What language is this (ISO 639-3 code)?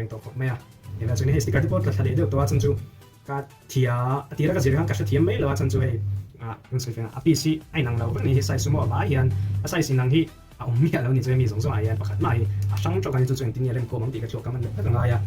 lus